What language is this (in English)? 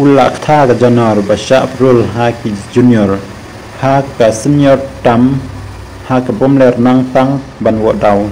Khasi